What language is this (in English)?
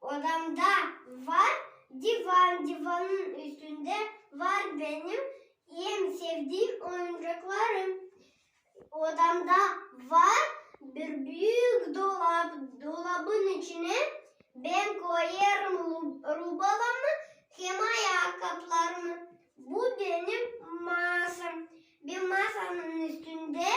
Gagauz